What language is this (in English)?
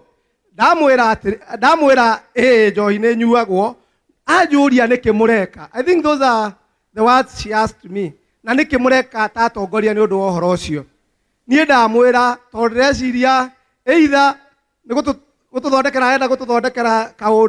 Kikuyu